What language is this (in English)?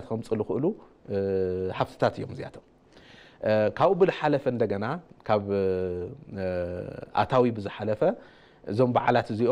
Tigrinya